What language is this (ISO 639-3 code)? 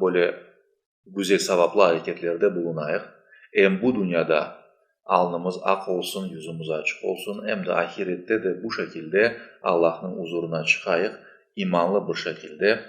crh